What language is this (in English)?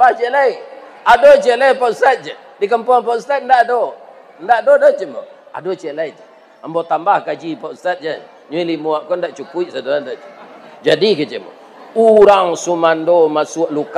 Minangkabau